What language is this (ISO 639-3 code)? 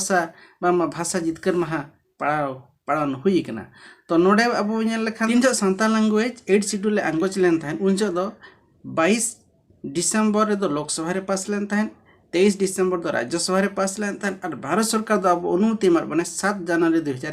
sat